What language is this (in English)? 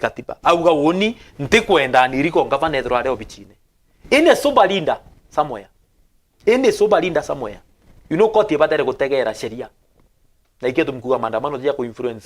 Meru